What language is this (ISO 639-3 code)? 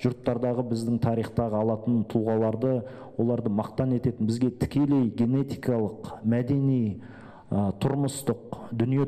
kaz